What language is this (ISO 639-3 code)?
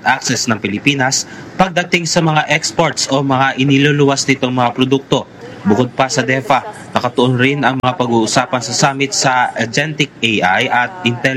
fil